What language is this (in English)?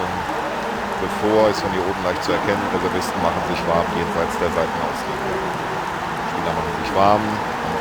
Bavarian